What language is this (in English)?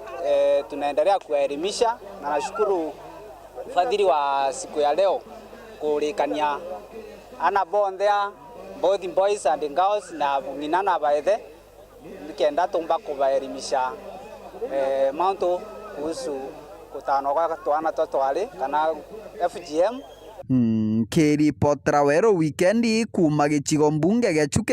Meru